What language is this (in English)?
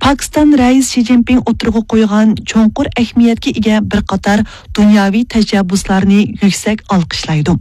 Uyghur